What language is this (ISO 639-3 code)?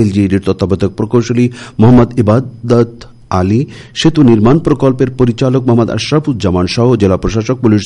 ben